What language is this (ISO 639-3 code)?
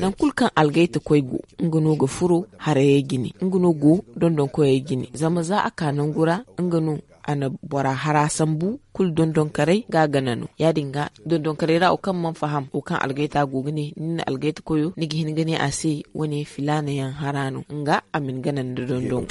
dje